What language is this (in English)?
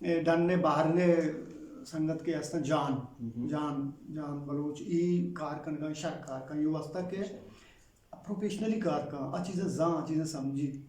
Eastern Balochi